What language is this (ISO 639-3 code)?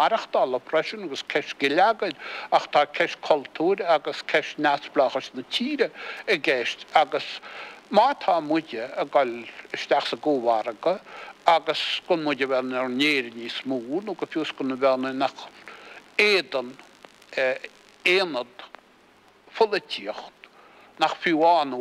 gle